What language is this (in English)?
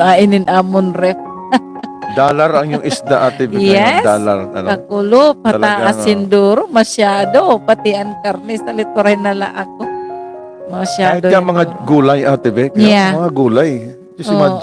Waray